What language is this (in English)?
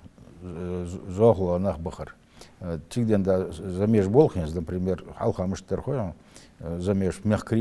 Ingush